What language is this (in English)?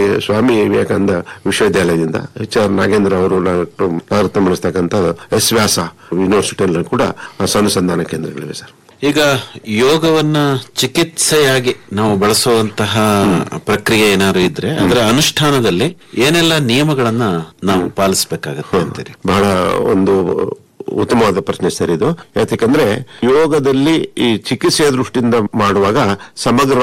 Kannada